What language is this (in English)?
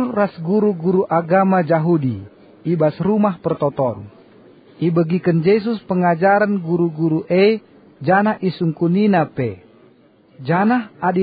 Batak Karo